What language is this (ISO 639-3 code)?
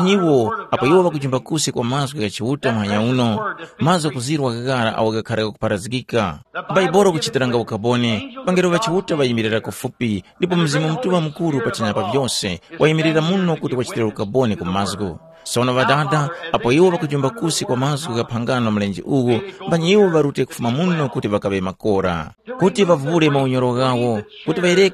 tum